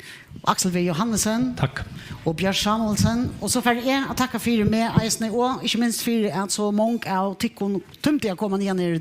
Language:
Faroese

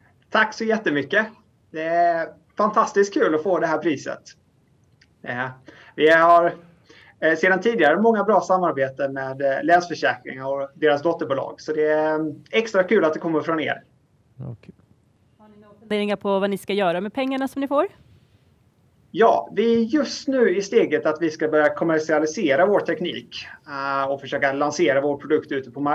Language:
Swedish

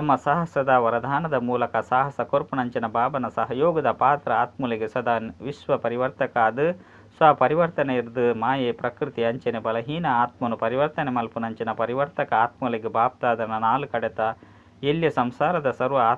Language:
Tulu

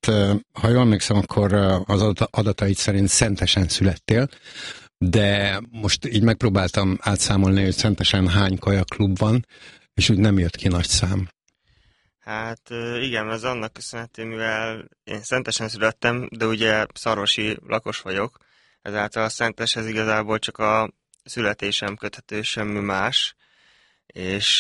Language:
Hungarian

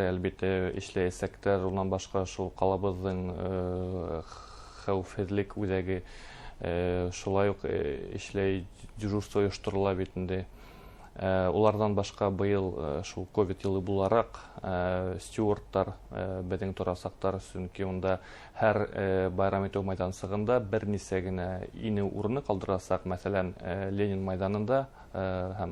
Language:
Bashkir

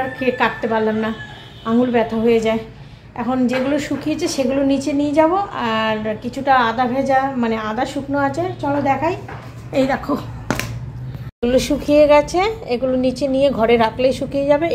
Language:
Bangla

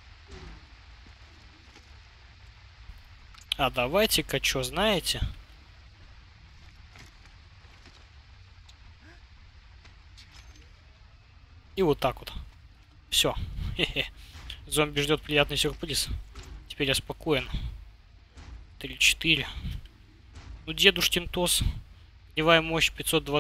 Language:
Russian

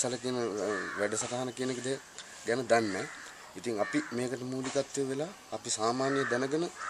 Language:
Sinhala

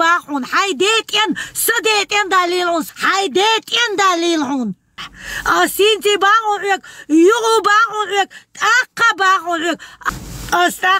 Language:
Chechen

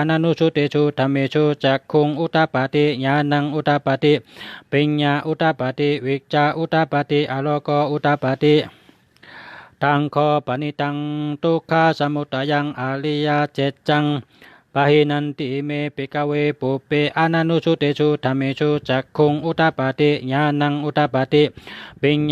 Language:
Shan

